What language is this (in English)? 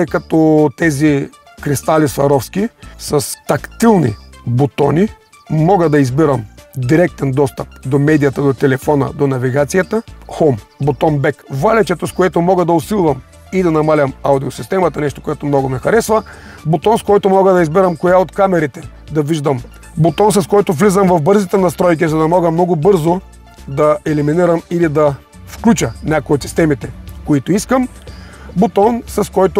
Bulgarian